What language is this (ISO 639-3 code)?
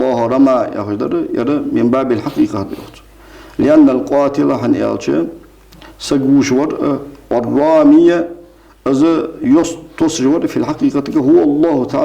inh